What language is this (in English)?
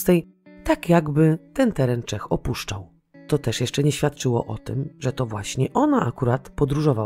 Polish